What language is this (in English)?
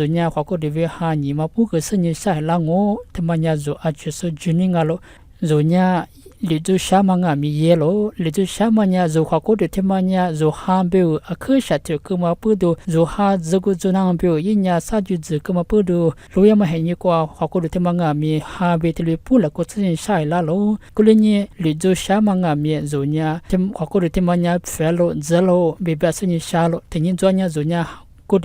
Lisu